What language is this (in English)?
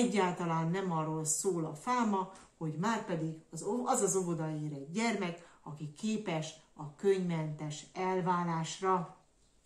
Hungarian